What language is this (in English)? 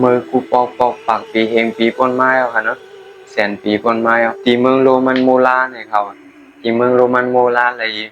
Shan